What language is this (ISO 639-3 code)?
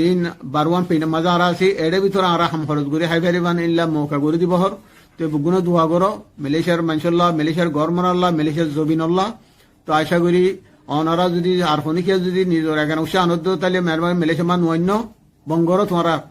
rhg